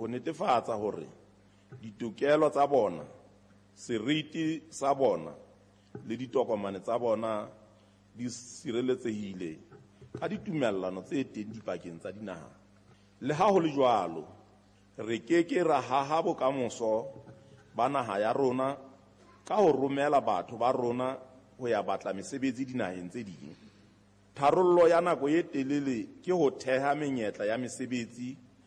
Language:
Southern Sotho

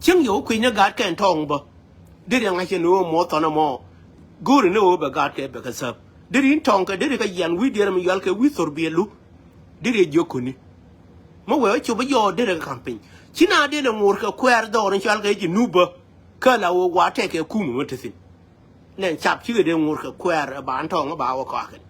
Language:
Nuer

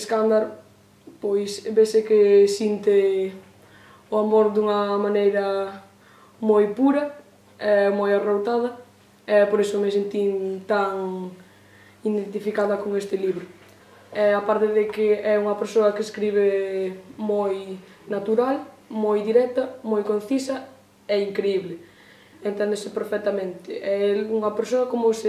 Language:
Galician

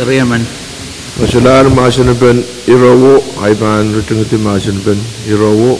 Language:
Pohnpeian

